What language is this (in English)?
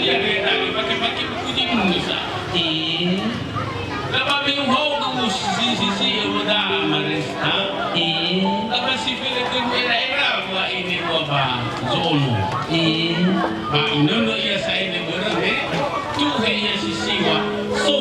Nias